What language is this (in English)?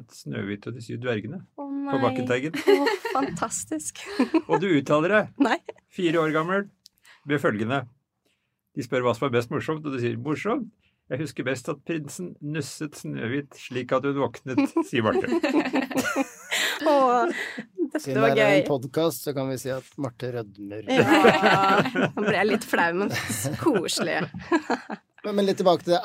Norwegian